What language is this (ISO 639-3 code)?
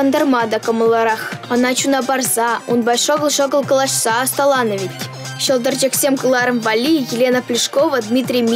chv